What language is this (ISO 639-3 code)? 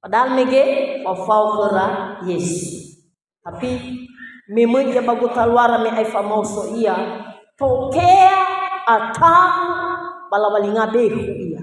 nia